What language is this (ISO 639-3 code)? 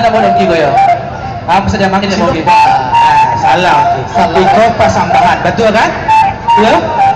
min